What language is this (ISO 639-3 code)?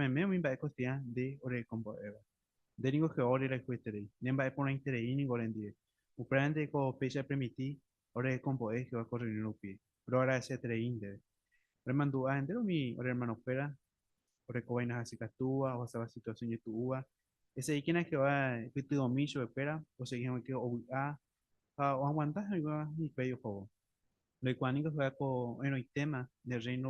grn